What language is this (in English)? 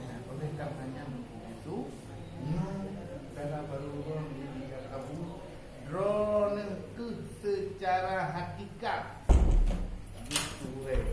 Achinese